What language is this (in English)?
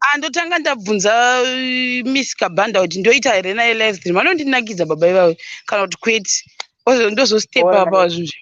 Shona